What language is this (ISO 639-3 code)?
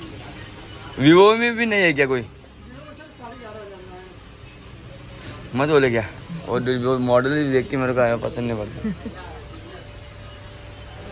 mar